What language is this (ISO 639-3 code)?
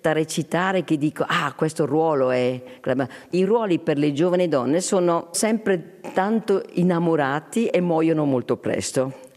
ita